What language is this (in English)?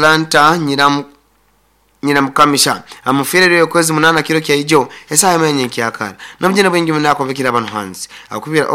Nyoro